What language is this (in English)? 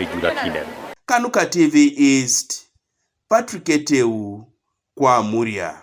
Teso